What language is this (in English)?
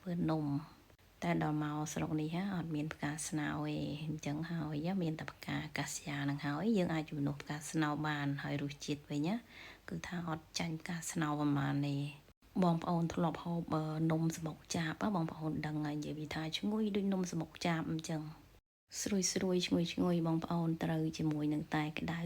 Khmer